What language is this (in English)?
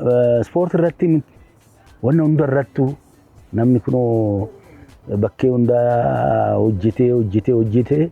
Oromo